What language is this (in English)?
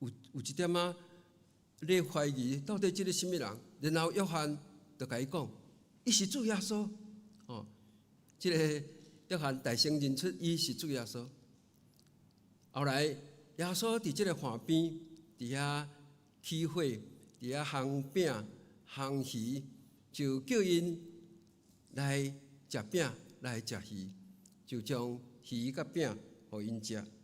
Min Nan Chinese